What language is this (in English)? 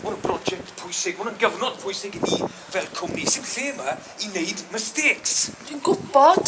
Welsh